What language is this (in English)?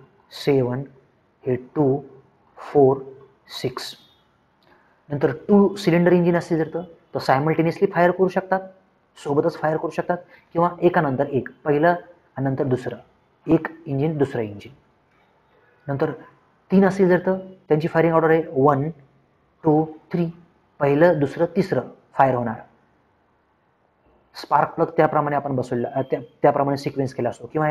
Marathi